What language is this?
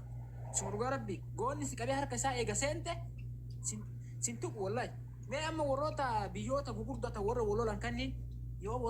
Oromo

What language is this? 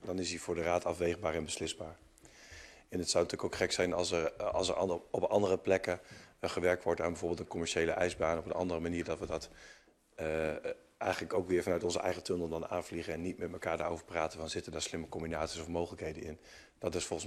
Dutch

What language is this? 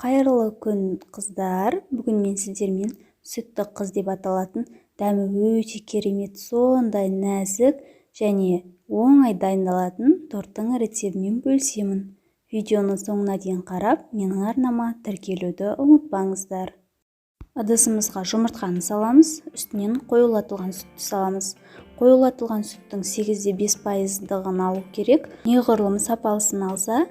Kazakh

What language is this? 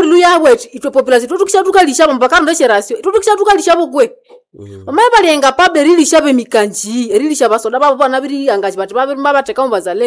Nande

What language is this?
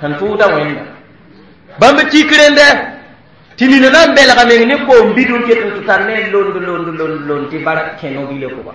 Mossi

